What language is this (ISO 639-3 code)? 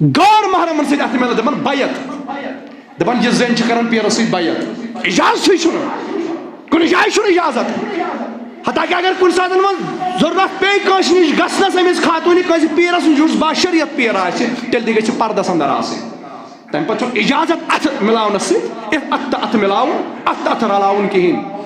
kas